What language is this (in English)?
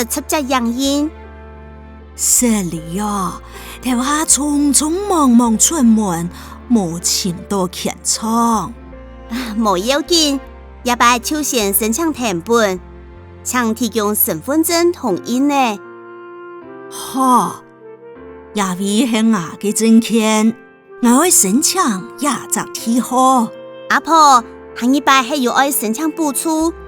Hakka Chinese